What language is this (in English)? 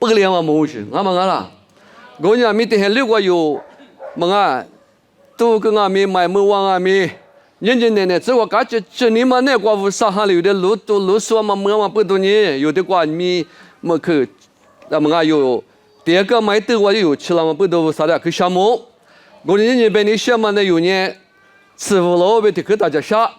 Lisu